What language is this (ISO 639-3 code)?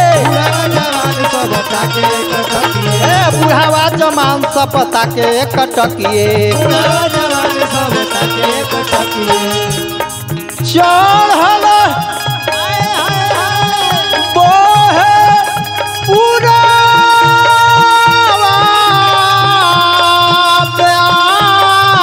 bho